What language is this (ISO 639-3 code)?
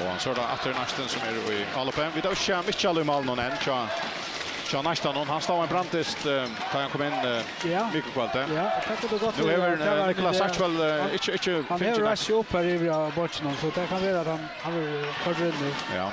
fao